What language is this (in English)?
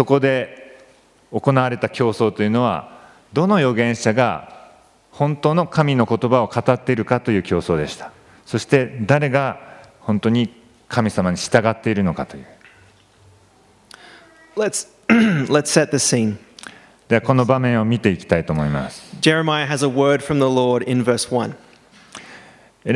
Japanese